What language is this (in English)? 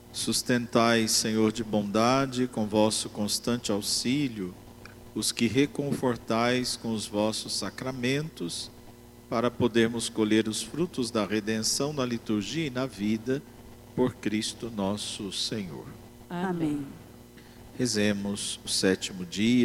Portuguese